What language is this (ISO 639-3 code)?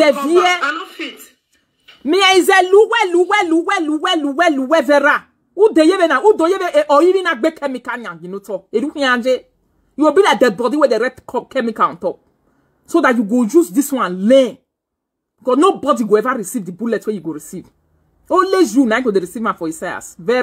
pcm